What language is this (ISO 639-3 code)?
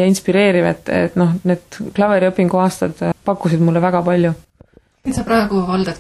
est